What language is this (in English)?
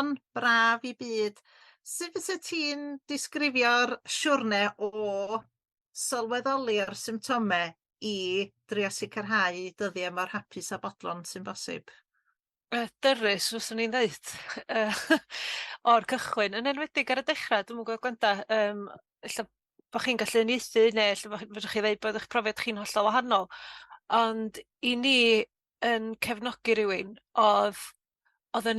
Welsh